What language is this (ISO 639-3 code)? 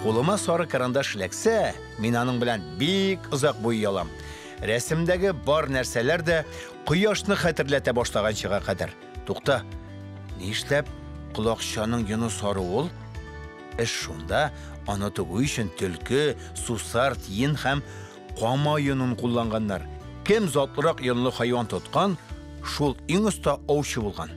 tat